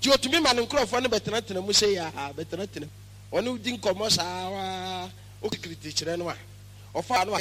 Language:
Akan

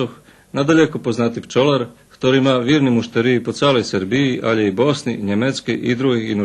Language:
Rusyn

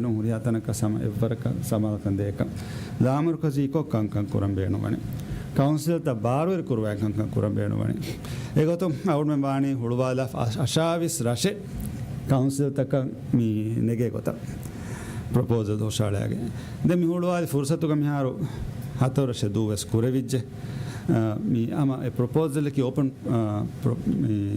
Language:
Divehi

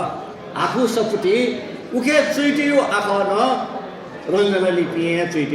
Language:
Newari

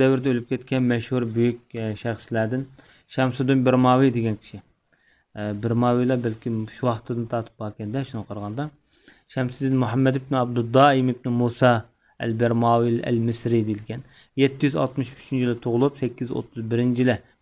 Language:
Uyghur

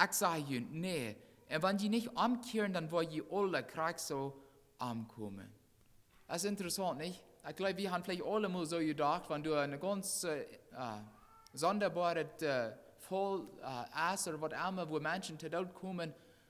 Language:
Plautdietsch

